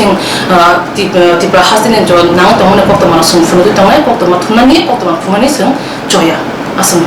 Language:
Riang (India)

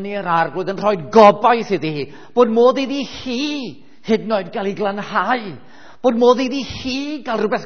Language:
Welsh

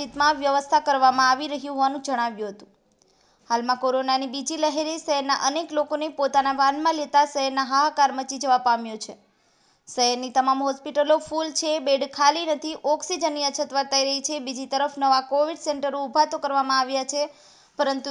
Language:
Gujarati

